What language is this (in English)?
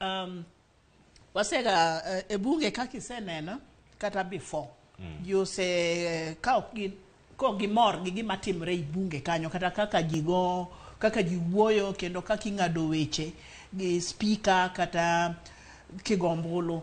Luo (Kenya and Tanzania)